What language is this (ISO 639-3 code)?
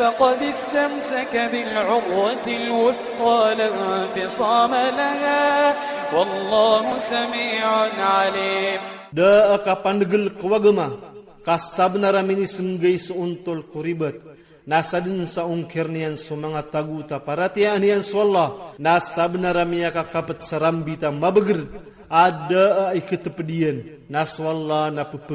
ilp